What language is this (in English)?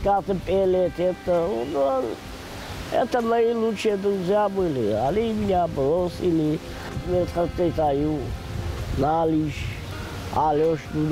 Ossetic